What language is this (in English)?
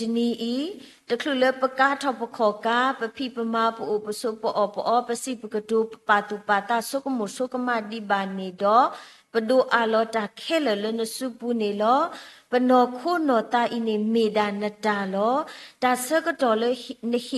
S'gaw Karen